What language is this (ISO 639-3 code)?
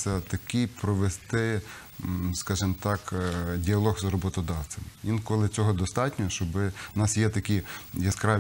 ukr